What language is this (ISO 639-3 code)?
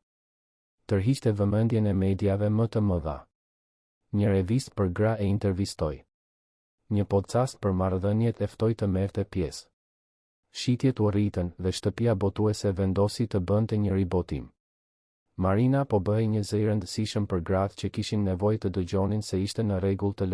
sqi